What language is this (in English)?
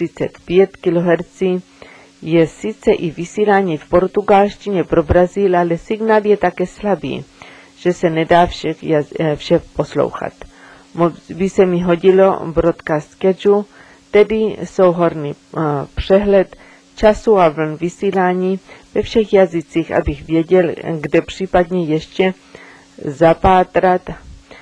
Czech